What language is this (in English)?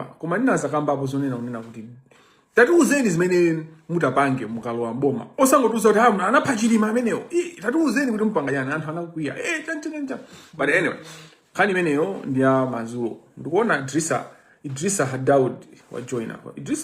Nyanja